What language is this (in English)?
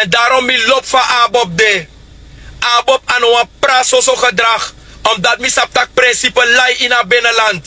Sranan Tongo